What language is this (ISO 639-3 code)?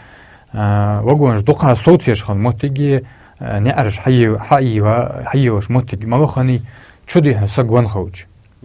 inh